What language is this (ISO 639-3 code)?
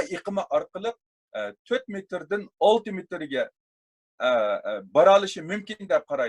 uig